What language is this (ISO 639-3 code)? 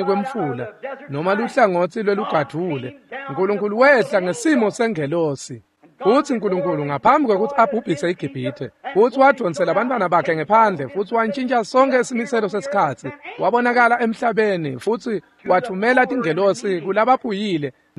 ssw